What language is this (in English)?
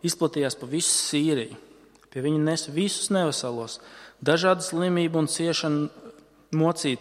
Latvian